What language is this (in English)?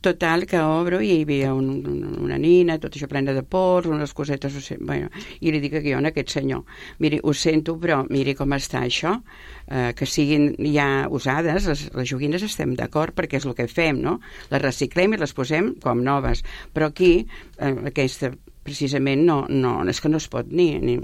Catalan